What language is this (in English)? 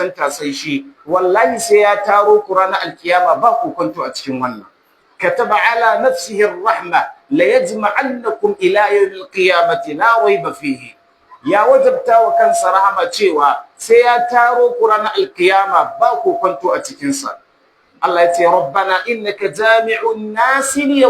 Hausa